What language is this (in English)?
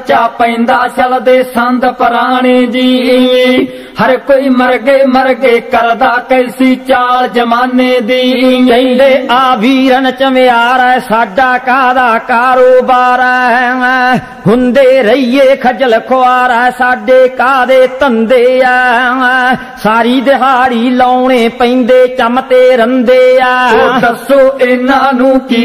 Punjabi